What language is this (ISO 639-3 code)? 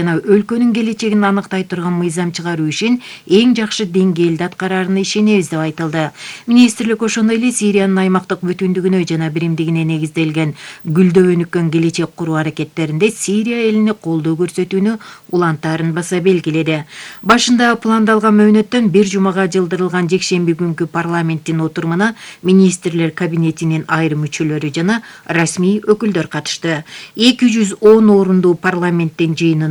kir